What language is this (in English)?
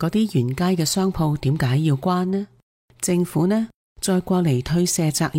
Cantonese